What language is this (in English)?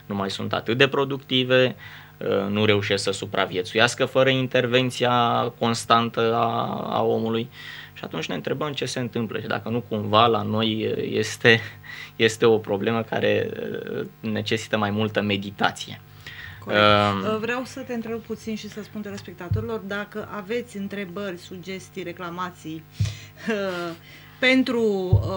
Romanian